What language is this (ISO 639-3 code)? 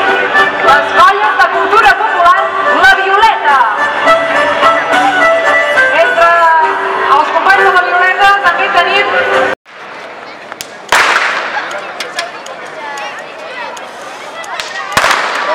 cat